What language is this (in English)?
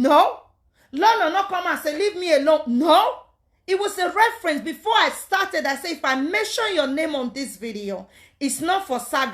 Nigerian Pidgin